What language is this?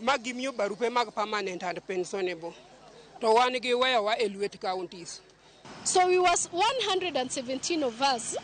Luo (Kenya and Tanzania)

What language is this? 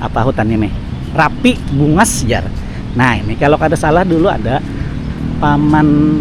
Banjar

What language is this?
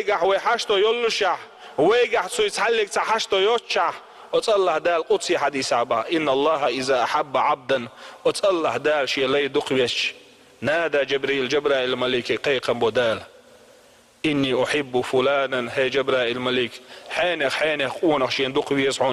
Chechen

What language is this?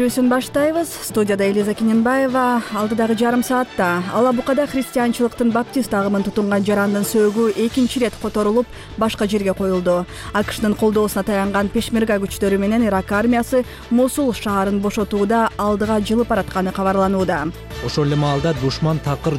Kyrgyz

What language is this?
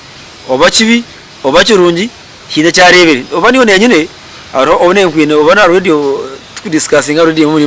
Nyankole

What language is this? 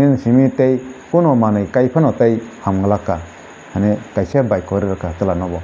Kok Borok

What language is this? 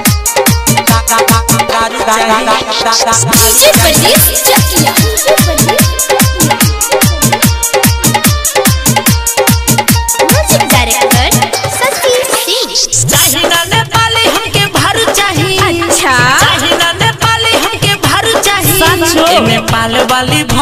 Bhojpuri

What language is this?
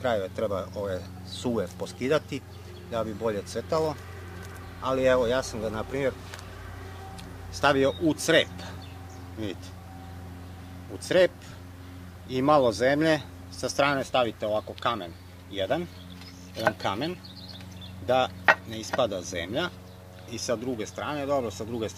Serbian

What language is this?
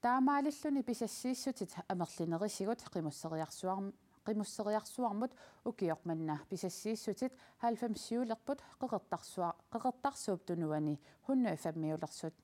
Kalaallisut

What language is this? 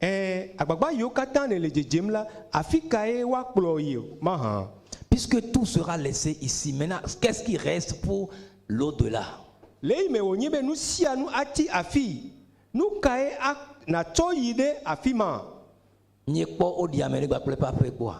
Ewe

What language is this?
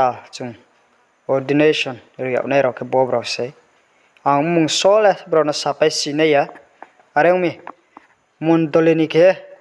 Riang (India)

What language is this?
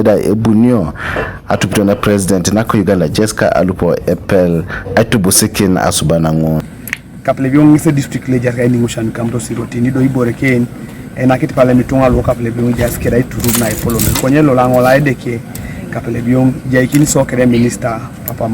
Teso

